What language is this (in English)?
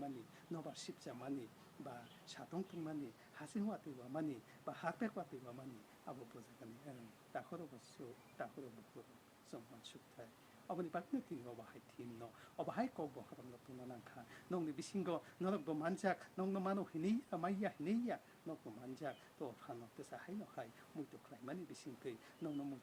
Kok Borok